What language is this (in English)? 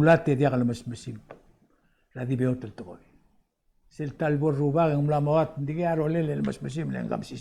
Palauan